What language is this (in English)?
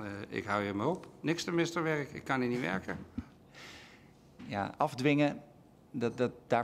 Dutch